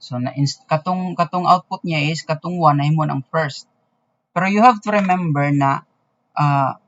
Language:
Cebuano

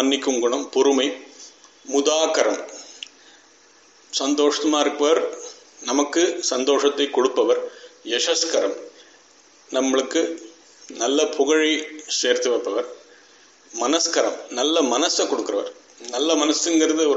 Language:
Tamil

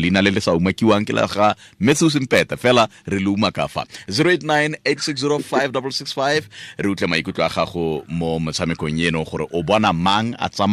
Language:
Tswana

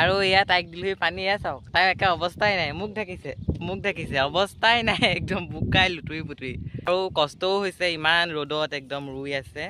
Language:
Assamese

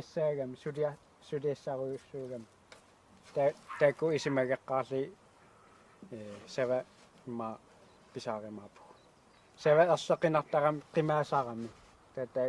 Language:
Kalaallisut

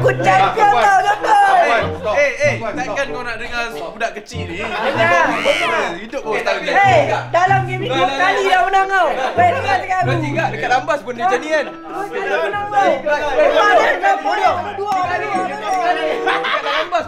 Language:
Malay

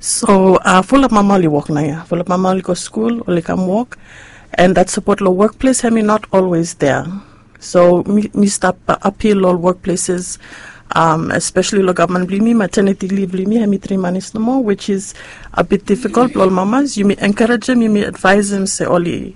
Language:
Bislama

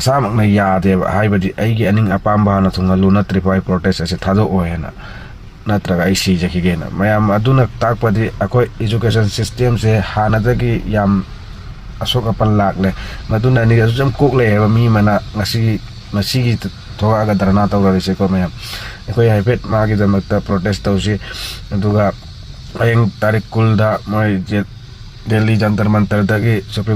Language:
Manipuri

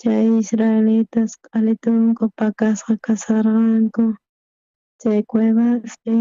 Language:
South Bolivian Quechua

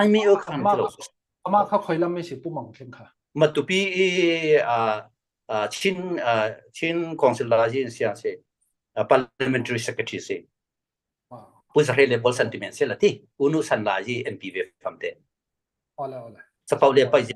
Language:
Falam Chin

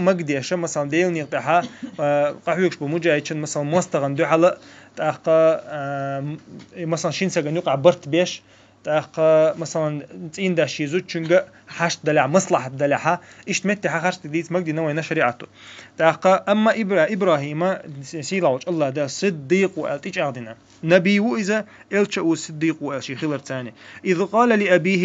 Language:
Chechen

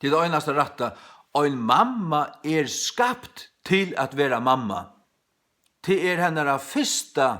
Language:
Faroese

